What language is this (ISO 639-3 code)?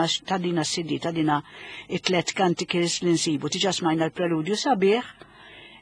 mlt